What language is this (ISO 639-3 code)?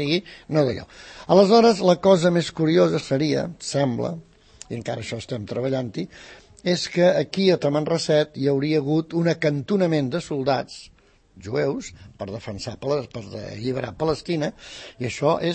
cat